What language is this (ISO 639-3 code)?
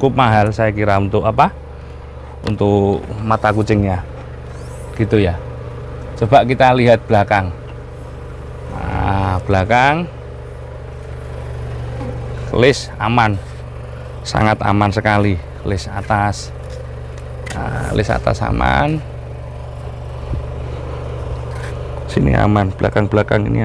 ind